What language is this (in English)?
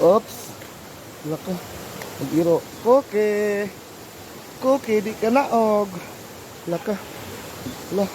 Cebuano